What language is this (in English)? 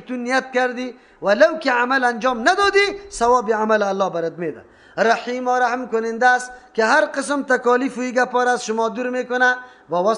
Persian